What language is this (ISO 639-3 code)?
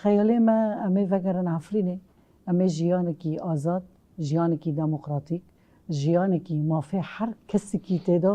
kur